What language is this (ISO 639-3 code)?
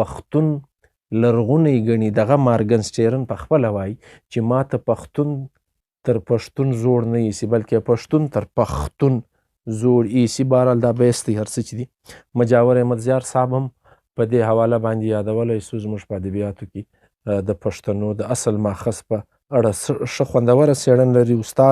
pus